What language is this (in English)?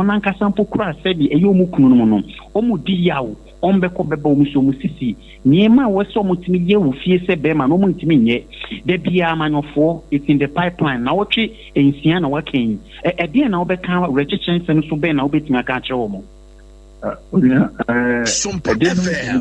Akan